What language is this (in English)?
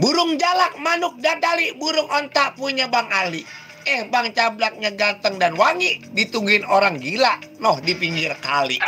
Betawi